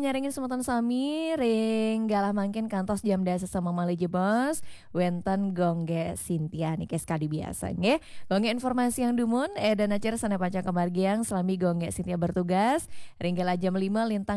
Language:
Balinese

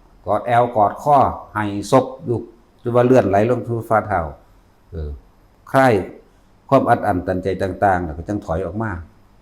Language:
Northeastern Thai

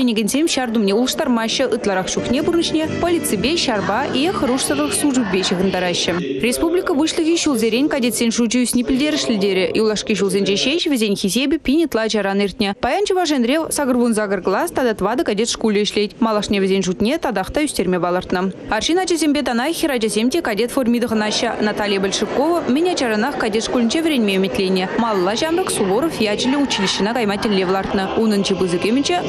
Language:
Chuvash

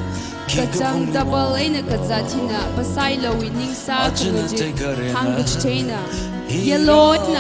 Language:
Tangkhul Naga (India)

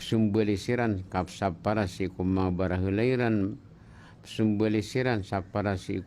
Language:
Maranao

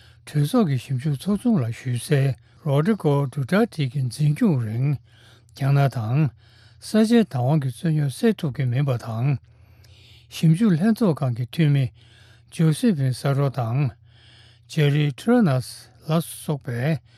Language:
Tibetan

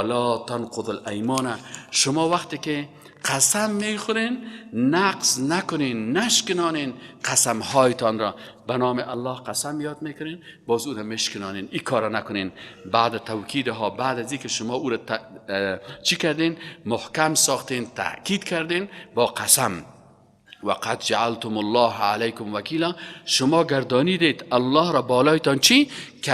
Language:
Persian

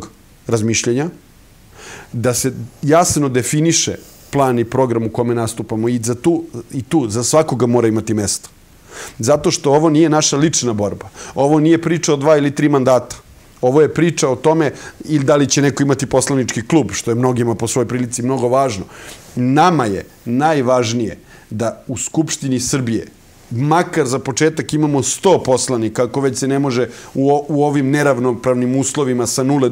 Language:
Serbian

